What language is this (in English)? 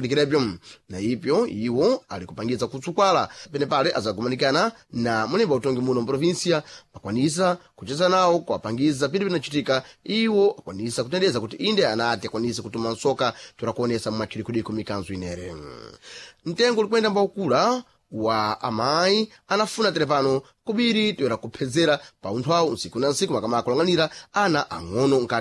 Sena